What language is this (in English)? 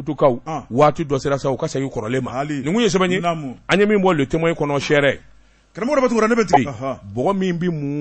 Bambara